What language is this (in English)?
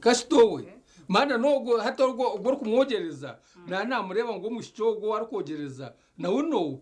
Nyankole